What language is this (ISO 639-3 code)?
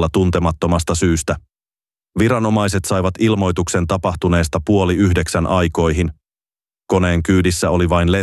fin